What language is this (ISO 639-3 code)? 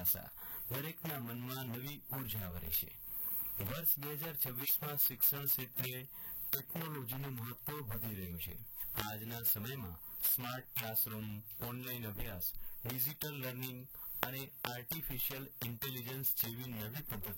guj